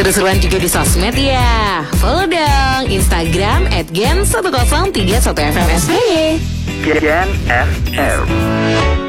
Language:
Indonesian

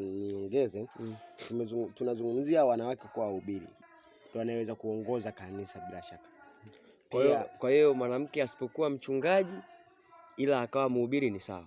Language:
Swahili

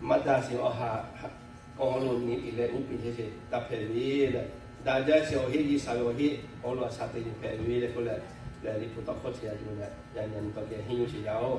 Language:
Lahu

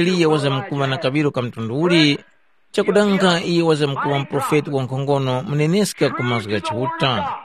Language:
Tumbuka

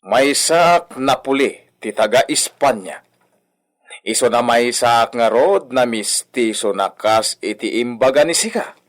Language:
Iloko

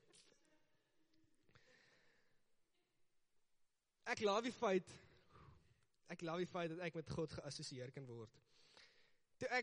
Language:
Afrikaans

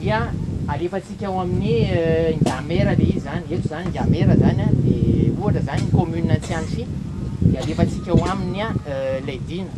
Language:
Malagasy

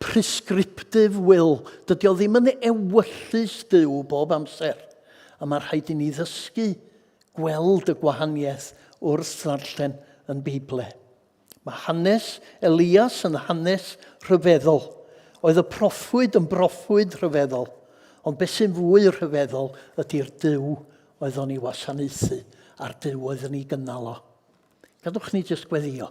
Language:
Welsh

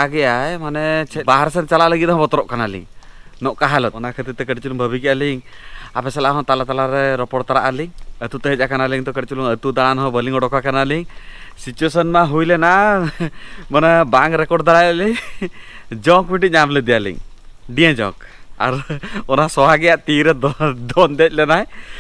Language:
Santali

